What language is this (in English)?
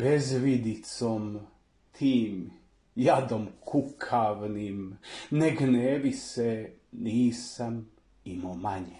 Serbian